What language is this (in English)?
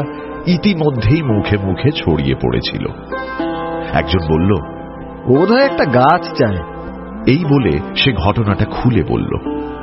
Bangla